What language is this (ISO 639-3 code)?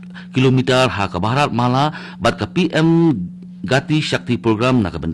kha